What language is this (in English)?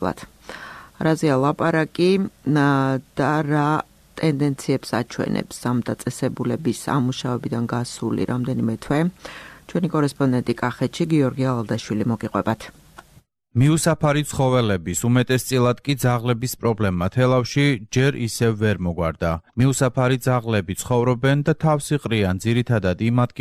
Georgian